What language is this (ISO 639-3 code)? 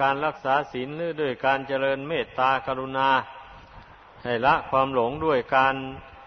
tha